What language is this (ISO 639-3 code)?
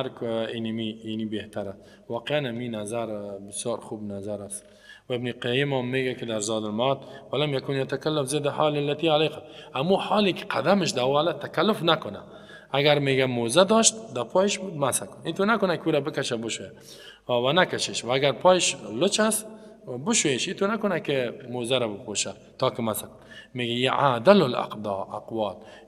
fas